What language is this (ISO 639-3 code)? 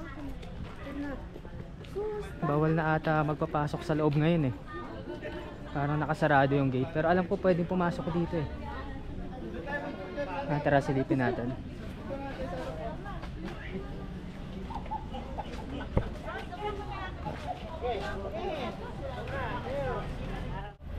fil